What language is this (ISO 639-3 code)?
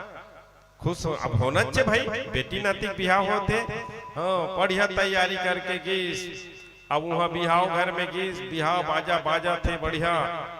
hne